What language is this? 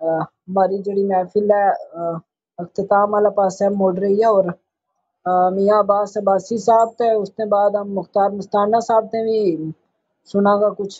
Gujari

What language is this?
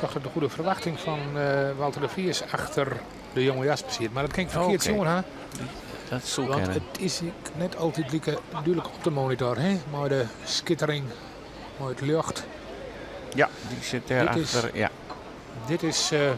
Western Frisian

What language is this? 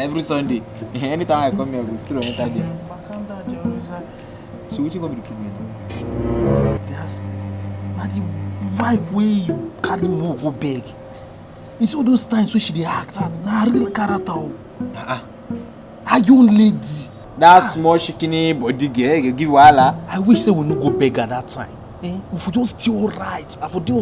Nigerian Pidgin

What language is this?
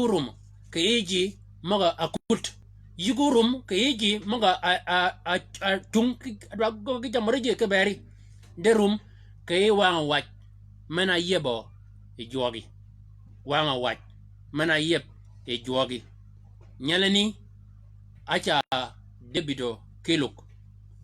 Shilluk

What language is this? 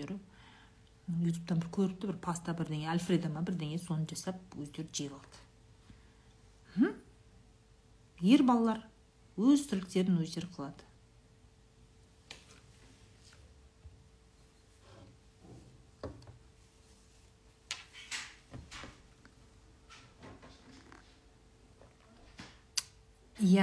Kazakh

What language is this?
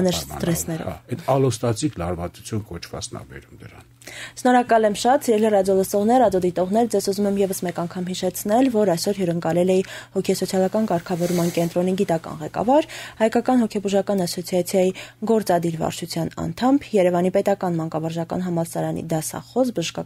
Armenian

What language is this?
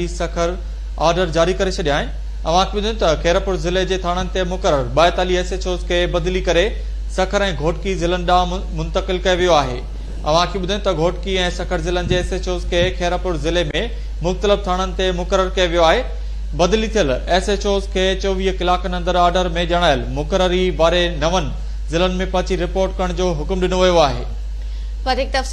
Sindhi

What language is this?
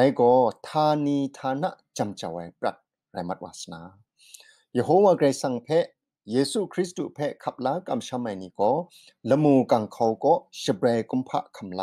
Kachin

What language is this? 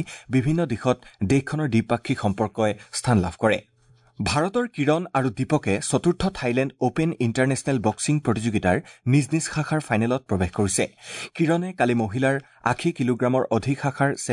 Assamese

